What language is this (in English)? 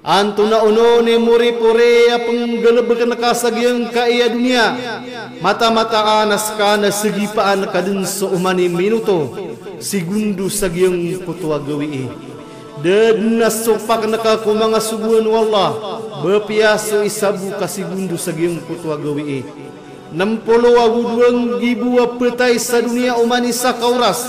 Maranao